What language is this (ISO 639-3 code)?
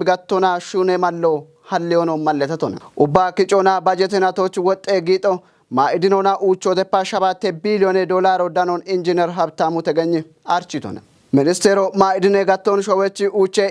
kbr